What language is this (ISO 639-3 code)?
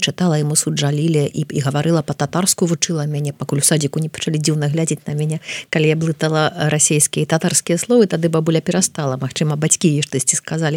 bel